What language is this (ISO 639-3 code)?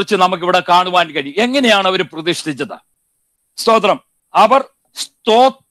mal